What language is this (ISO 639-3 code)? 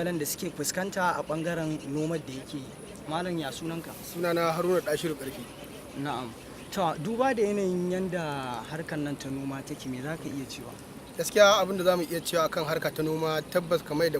hau